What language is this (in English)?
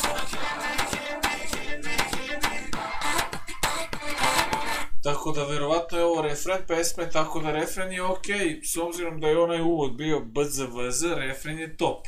Serbian